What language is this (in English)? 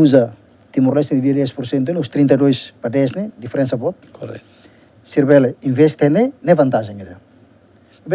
Tetum